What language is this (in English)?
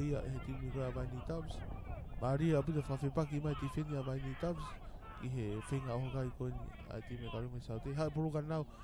Tongan